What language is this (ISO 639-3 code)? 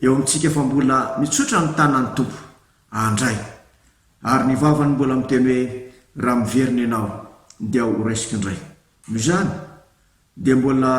mlg